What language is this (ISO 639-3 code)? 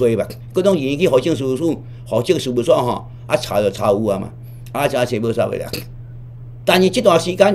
nan